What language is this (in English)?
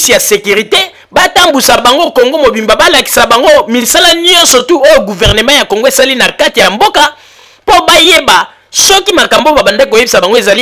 Lingala